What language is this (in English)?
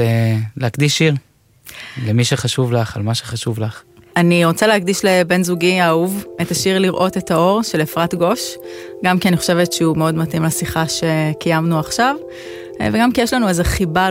Hebrew